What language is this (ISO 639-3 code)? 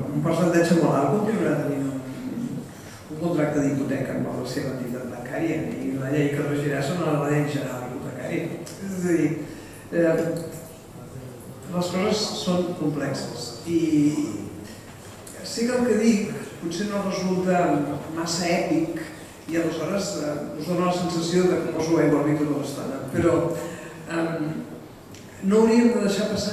cat